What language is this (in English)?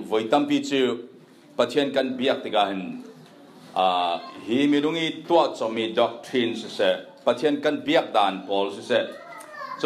Falam Chin